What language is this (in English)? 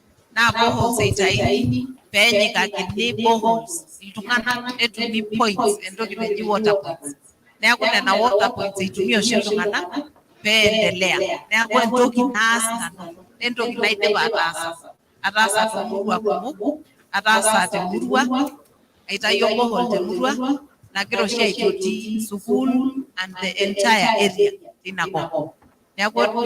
Masai